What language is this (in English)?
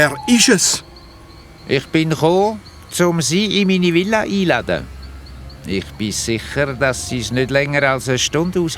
Swiss German